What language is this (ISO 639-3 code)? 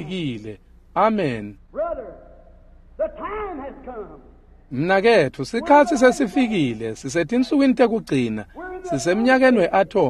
ssw